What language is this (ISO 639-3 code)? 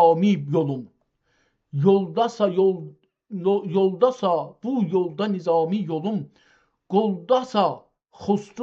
azb